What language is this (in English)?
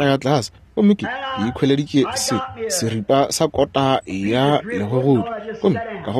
Northern Sotho